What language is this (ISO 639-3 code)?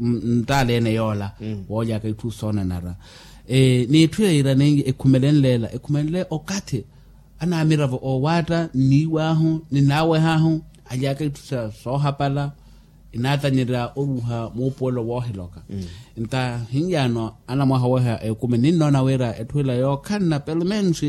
vmw